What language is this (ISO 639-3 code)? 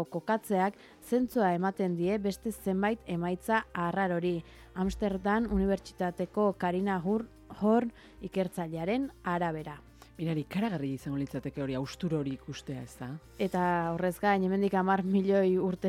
eus